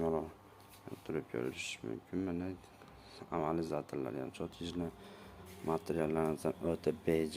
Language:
Uzbek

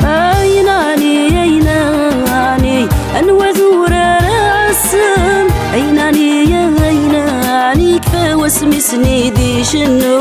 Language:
Kabyle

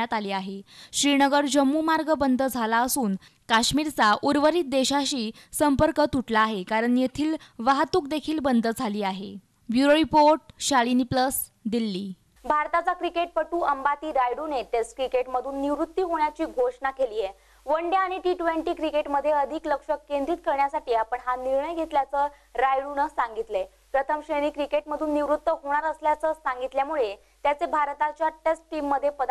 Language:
Marathi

